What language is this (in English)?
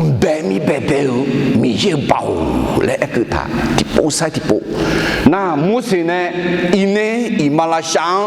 Akha